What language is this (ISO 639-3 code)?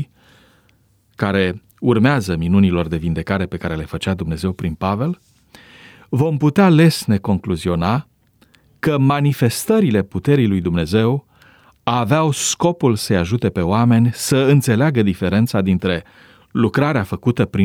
ron